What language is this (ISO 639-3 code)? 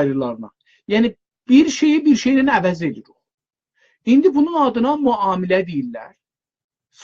azb